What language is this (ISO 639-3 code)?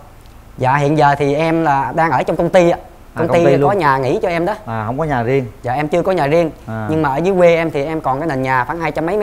vie